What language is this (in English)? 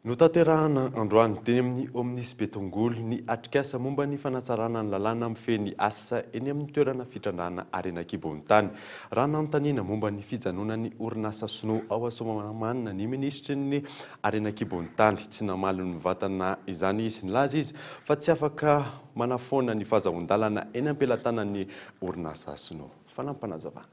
Malagasy